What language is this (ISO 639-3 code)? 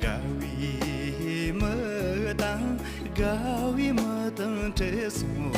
bod